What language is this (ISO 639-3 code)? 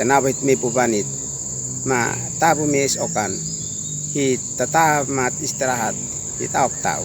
aoz